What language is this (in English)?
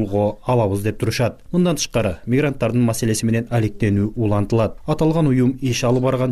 Kyrgyz